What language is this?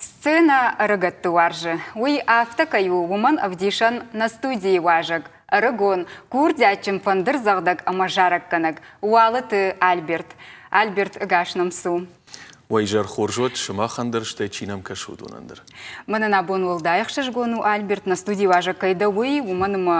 Ossetic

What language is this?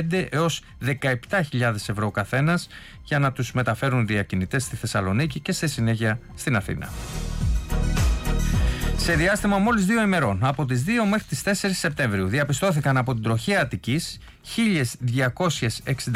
Greek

